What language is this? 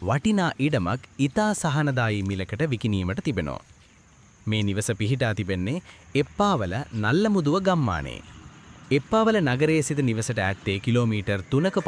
Sinhala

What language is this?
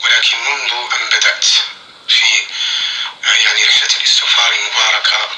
North Levantine Arabic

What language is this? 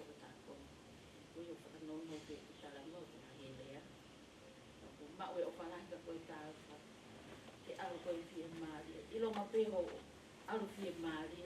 Tongan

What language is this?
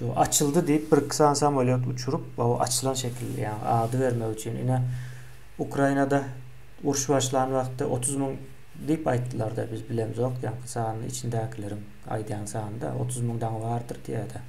Turkmen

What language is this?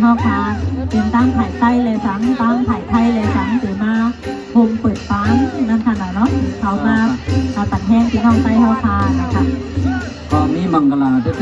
Shan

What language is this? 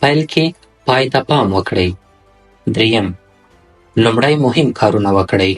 Pashto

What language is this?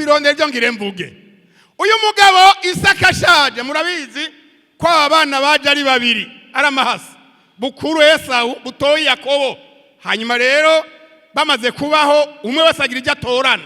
Rundi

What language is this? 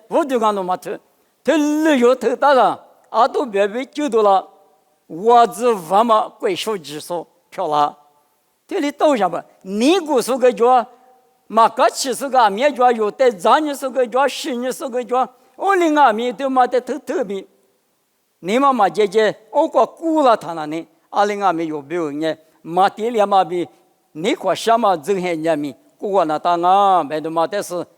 Lisu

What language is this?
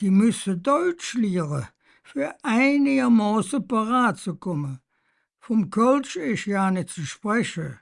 Colognian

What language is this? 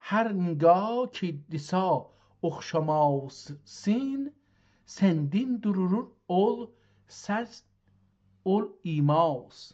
South Azerbaijani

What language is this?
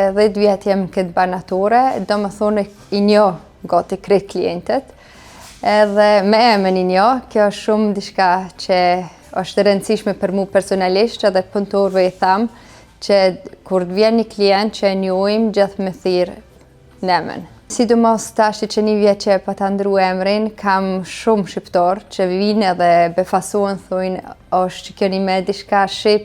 Albanian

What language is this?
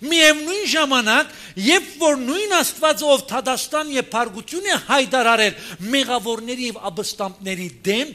Armenian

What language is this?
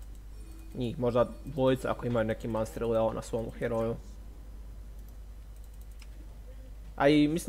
Croatian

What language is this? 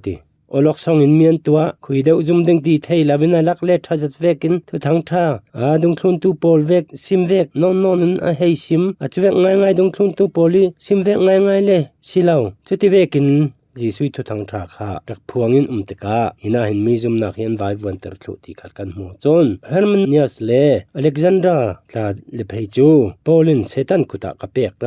Falam Chin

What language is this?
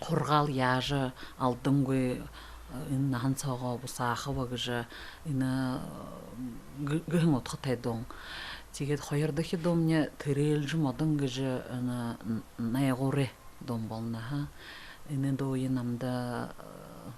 Buriat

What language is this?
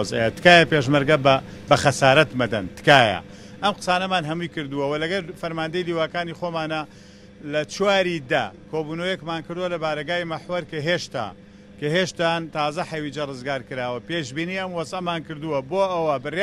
Central Kurdish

